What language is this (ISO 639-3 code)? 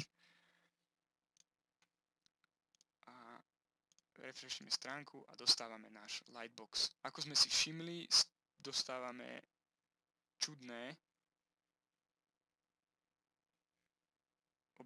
slk